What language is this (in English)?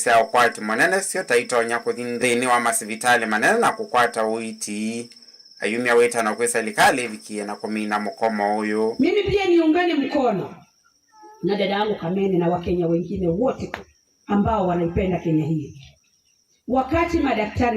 Kamba